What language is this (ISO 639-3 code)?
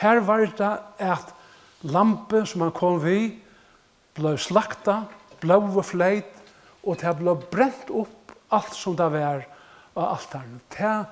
fao